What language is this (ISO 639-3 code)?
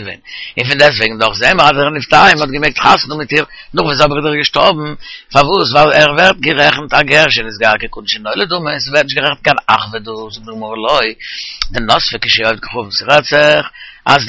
yid